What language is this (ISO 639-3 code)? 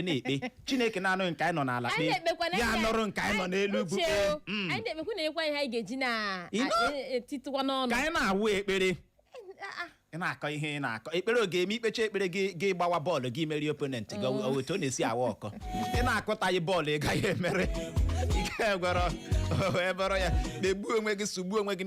ibo